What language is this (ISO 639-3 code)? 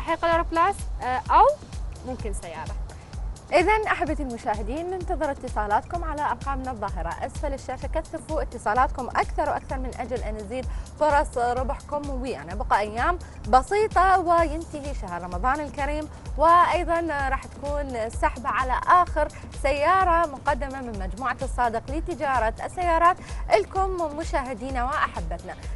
acm